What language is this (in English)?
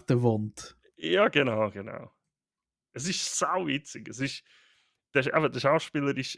Swiss German